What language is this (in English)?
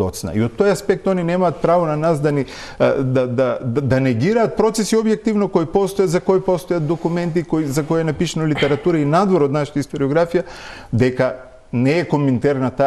Macedonian